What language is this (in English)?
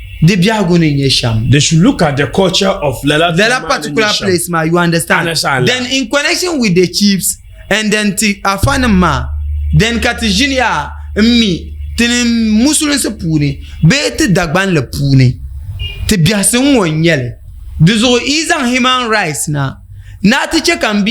Dagbani